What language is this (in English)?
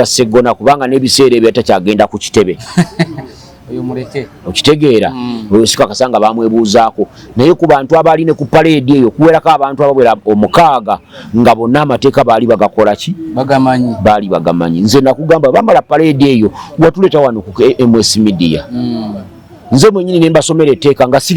Ganda